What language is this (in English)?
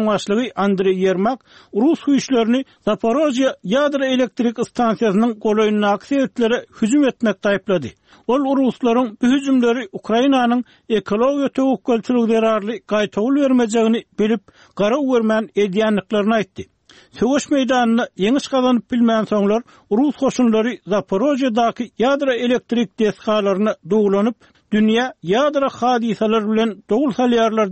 Turkmen